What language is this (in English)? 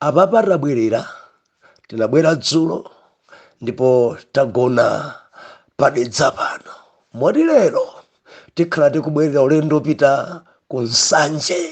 Nyanja